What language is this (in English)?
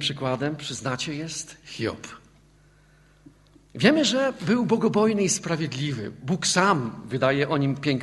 Polish